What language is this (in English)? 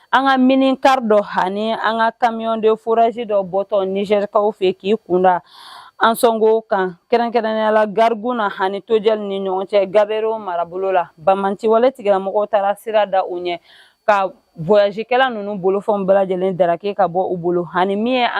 Bambara